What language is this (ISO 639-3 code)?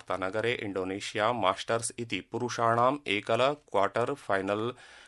san